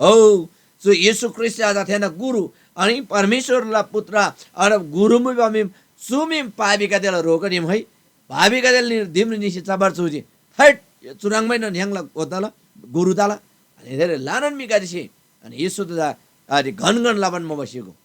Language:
Eastern Tamang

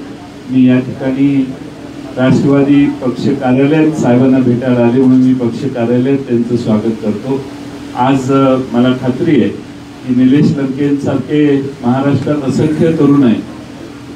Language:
Marathi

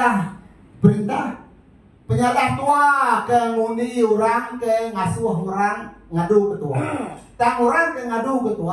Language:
Iban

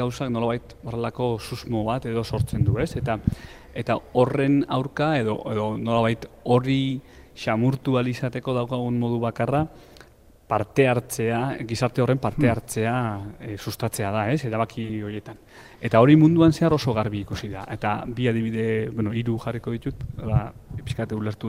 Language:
Basque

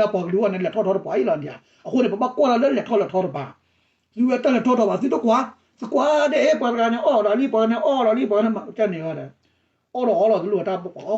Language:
S'gaw Karen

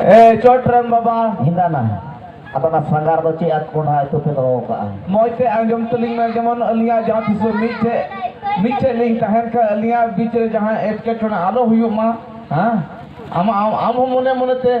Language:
Santali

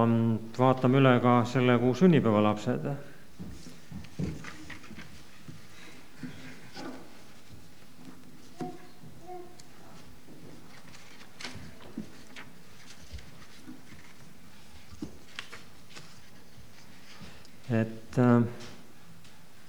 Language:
Estonian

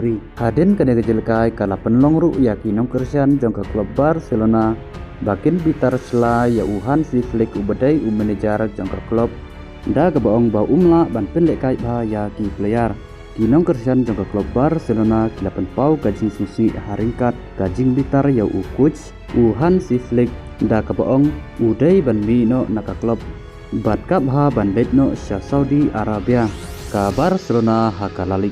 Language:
Khasi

